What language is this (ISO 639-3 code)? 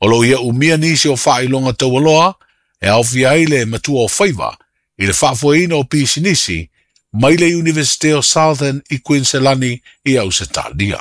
smo